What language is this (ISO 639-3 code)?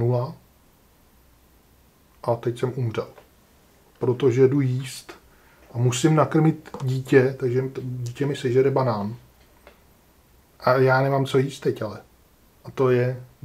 ces